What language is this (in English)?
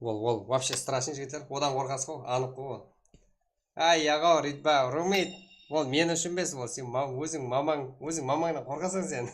Kara-Kalpak